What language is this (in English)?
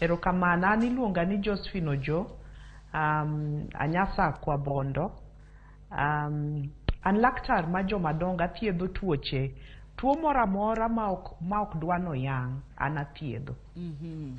Luo (Kenya and Tanzania)